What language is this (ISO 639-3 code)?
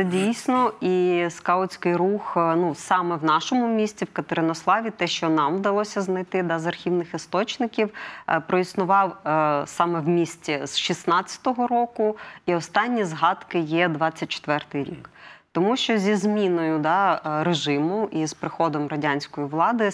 ukr